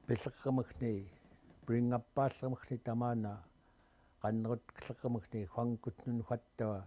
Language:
Central Yupik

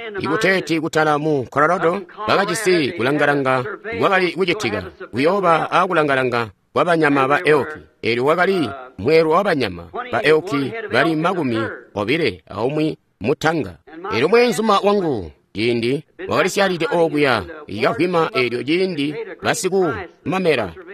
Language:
Tonga (Zambia)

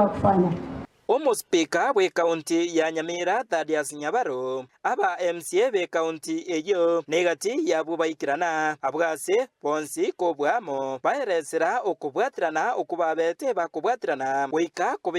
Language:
Gusii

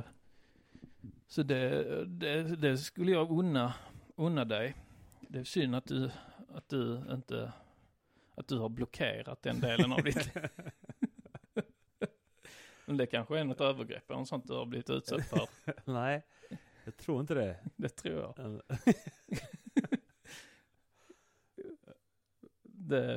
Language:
Swedish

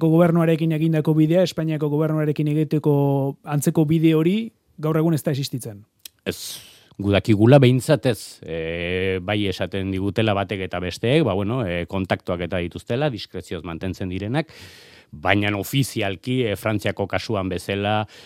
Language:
Basque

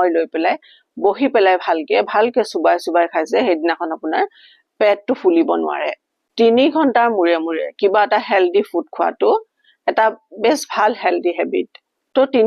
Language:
Assamese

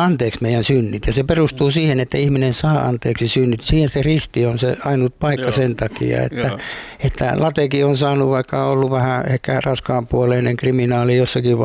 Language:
Finnish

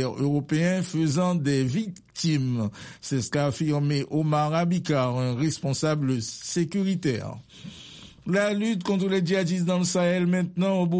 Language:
French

